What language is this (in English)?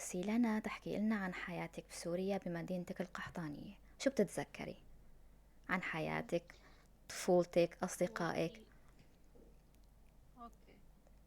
North Levantine Arabic